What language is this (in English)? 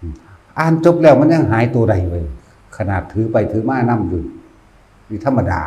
Northeastern Thai